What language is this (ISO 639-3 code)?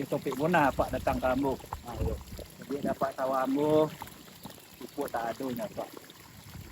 min